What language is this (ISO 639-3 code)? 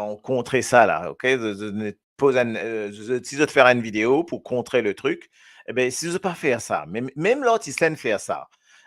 mfe